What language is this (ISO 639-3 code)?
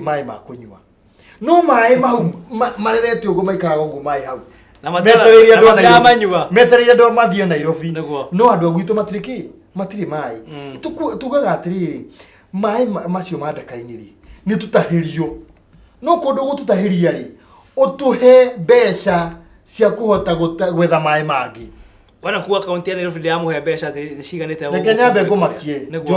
kik